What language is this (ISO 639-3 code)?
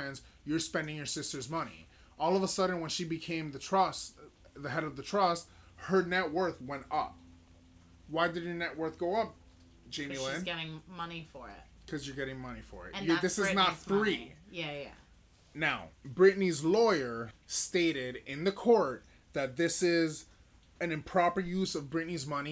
eng